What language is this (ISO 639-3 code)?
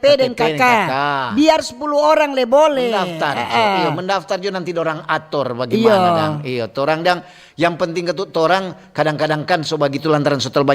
xmm